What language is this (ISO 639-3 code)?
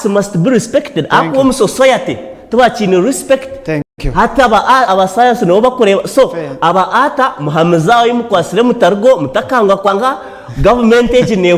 nyn